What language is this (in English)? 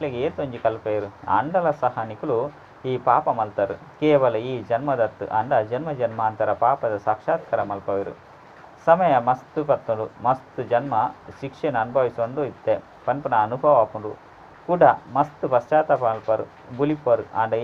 Tulu